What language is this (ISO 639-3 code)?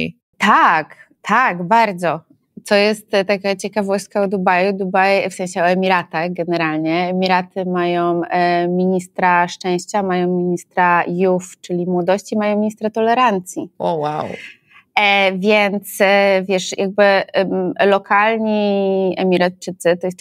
pol